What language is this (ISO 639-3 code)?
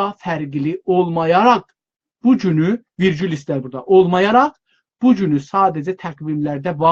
azb